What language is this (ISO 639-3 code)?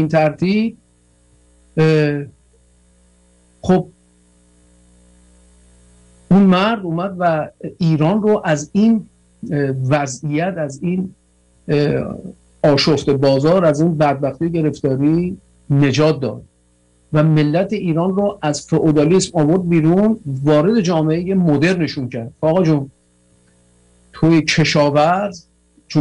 fas